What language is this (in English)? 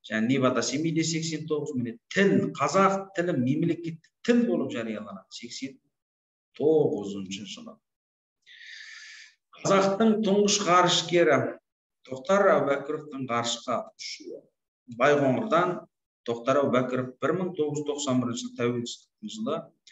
Kazakh